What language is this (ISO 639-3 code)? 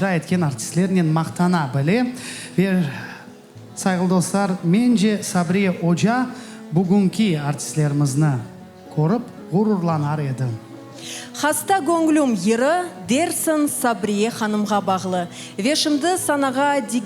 crh